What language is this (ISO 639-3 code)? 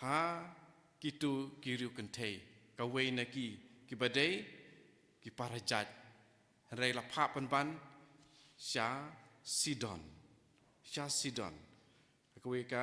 kha